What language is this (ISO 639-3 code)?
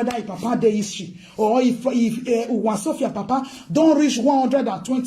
pcm